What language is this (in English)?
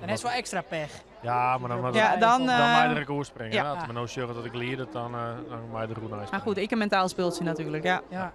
Western Frisian